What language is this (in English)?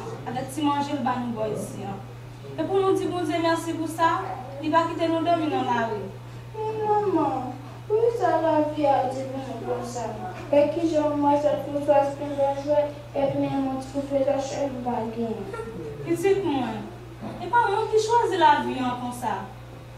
Haitian Creole